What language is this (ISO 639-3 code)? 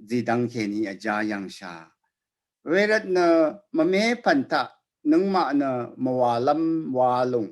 raw